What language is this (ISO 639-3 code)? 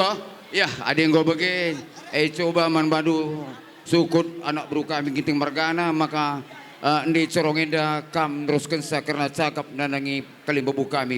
btx